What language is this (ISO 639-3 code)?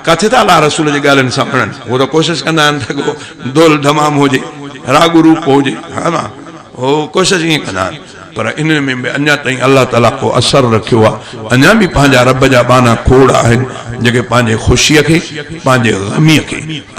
snd